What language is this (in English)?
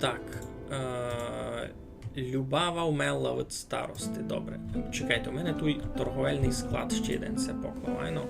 Rusyn